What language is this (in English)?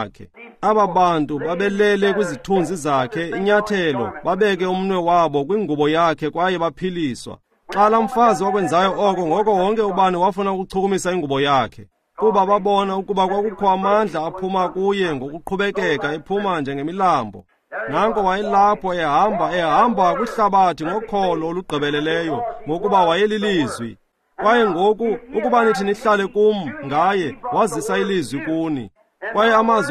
Xhosa